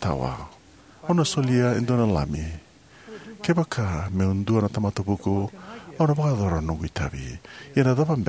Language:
Fijian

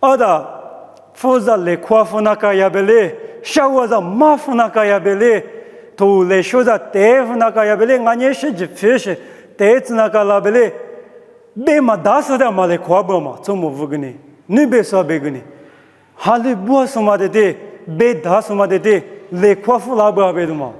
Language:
Lisu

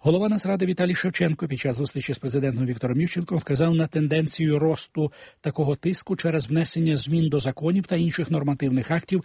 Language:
Ukrainian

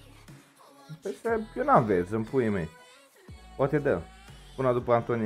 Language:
Romanian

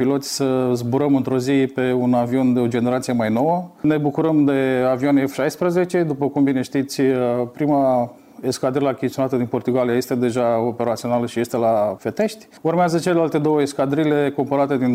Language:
Romanian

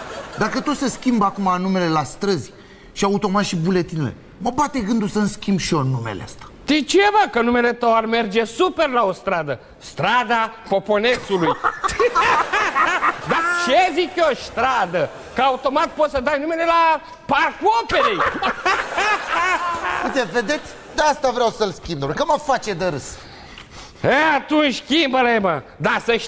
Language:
Romanian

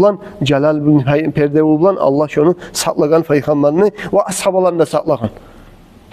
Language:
Kumyk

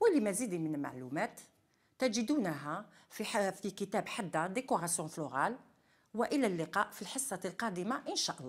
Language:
Algerian Arabic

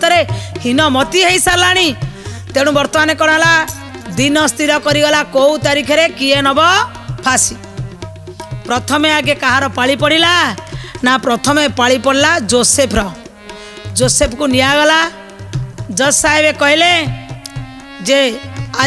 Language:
Odia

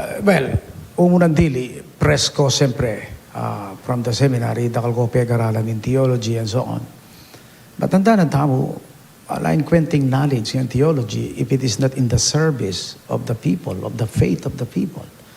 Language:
Pampanga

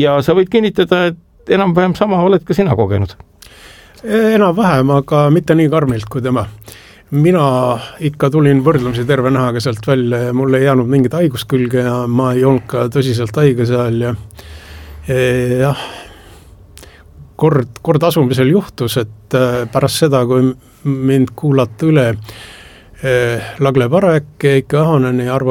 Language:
Estonian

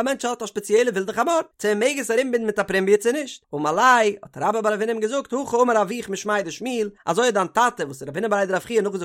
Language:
Yiddish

